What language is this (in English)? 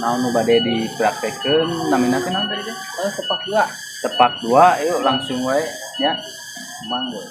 Sundanese